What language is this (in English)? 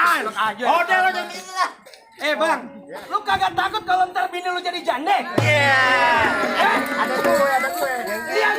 Betawi